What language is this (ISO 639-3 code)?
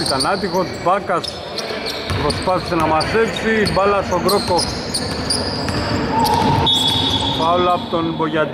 ell